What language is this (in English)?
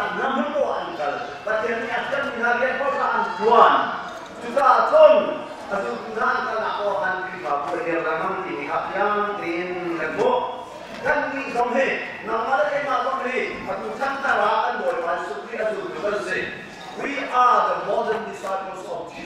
Hakha Chin